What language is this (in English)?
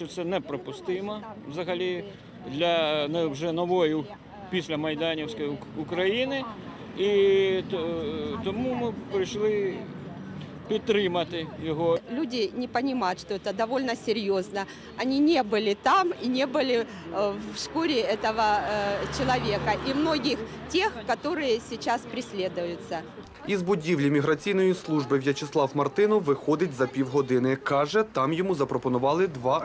Ukrainian